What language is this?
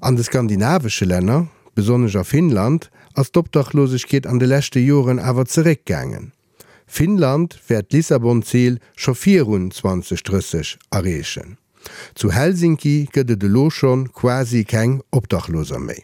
Luxembourgish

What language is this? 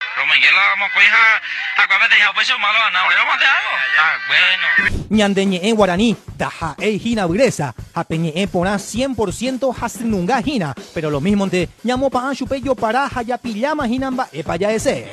Guarani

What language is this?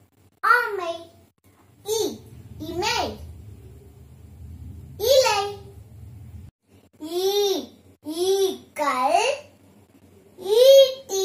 Tamil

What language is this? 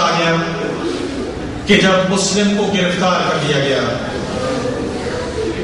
Urdu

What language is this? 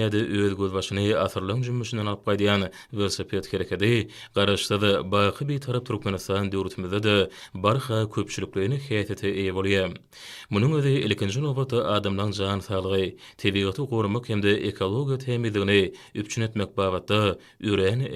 Turkmen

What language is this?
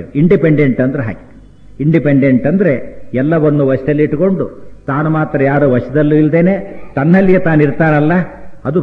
Kannada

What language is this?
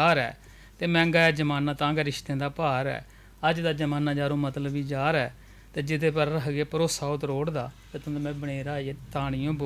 Dogri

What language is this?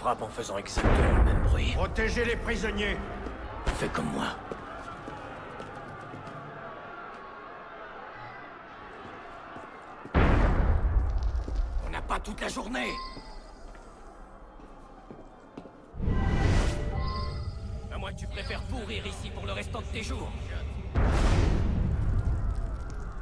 French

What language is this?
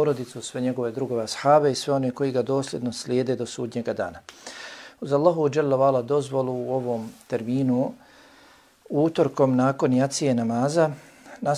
Bosnian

